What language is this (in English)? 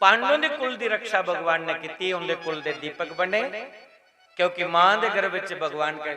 Dogri